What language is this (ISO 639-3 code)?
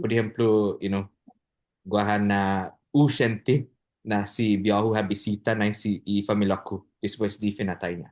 cha